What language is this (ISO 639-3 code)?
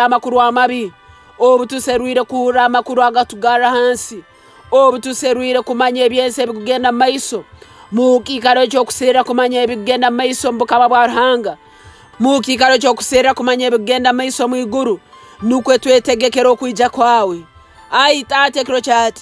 nyo